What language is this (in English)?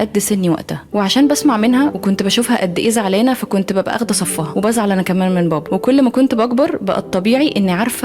Egyptian Arabic